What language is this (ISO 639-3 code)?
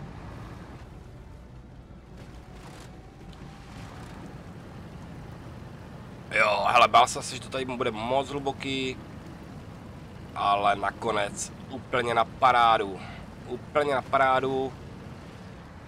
ces